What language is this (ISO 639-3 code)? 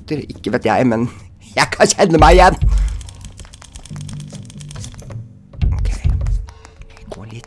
nor